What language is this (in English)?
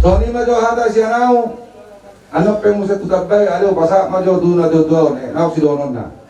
Batak Toba